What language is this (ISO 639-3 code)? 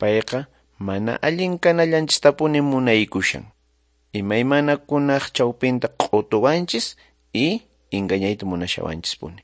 que